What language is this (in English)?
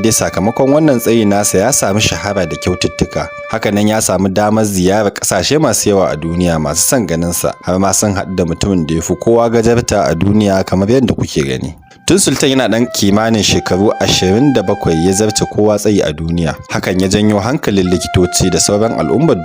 Hausa